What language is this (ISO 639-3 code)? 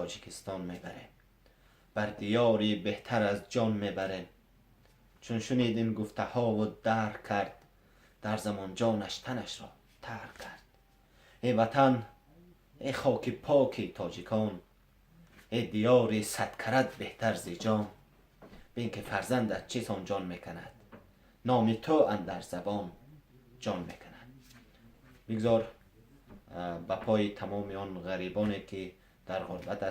tgk